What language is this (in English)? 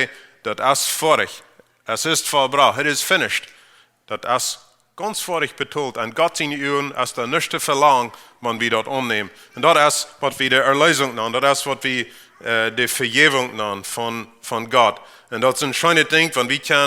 Plautdietsch